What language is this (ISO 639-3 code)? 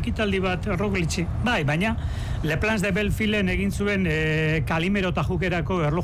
eus